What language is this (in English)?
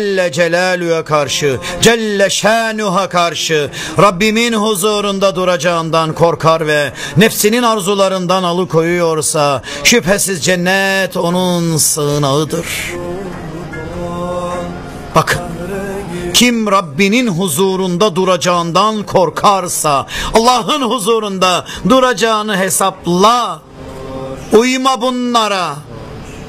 Turkish